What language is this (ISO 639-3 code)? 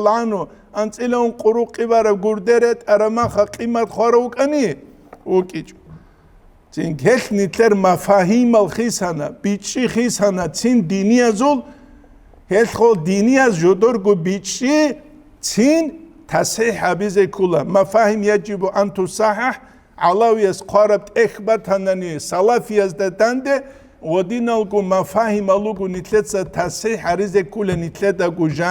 ava